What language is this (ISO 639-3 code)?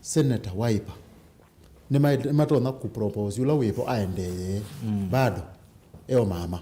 kam